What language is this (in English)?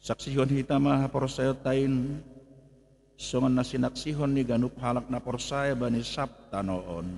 Batak Simalungun